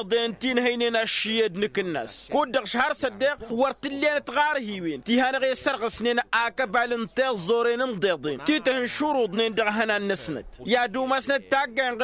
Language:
Tamasheq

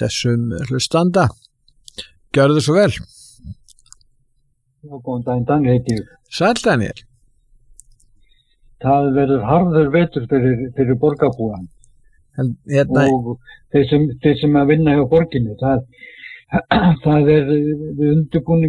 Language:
Icelandic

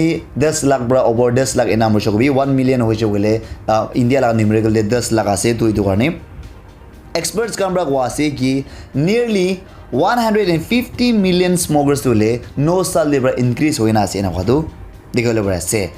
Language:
Naga Pidgin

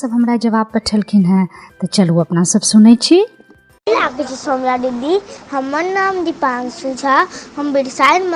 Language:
Maithili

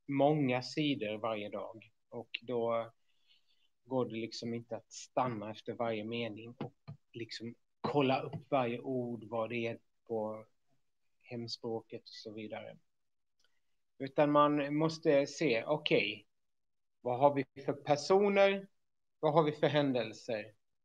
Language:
Swedish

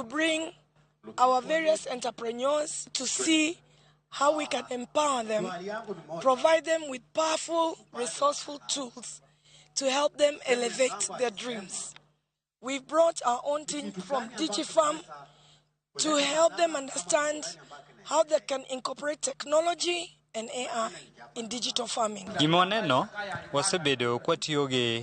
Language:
Luo (Kenya and Tanzania)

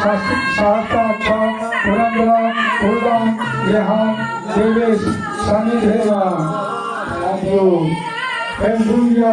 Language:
Maithili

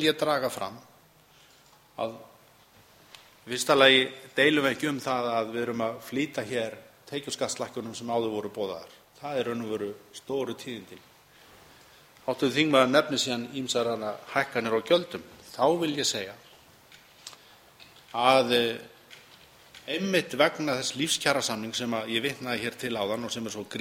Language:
Icelandic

